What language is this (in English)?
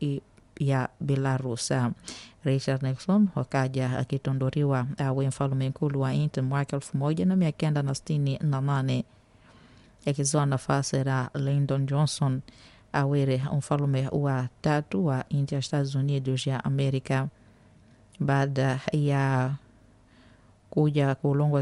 Swahili